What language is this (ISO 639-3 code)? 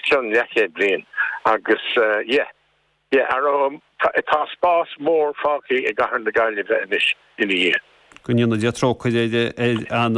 gle